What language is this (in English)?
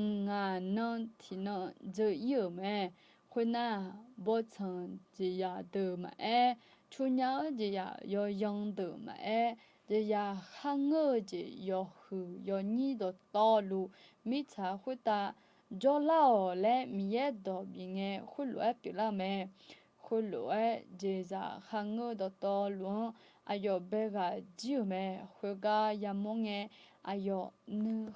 Akha